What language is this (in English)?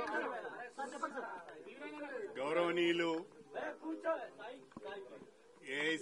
Telugu